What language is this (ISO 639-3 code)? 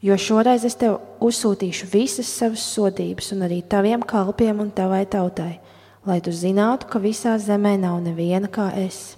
lav